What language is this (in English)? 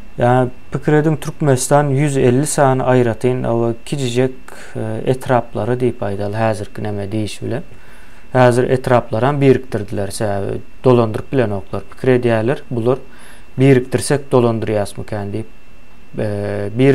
Turkmen